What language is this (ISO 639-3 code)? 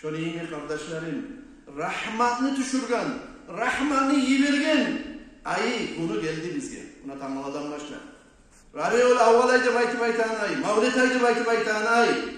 kum